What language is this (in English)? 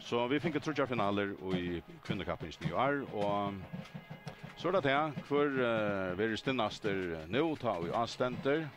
Faroese